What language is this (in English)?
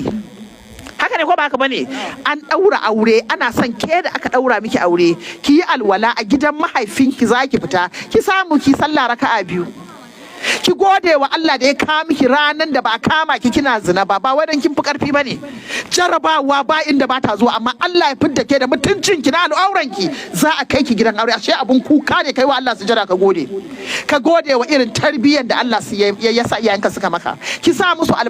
Hausa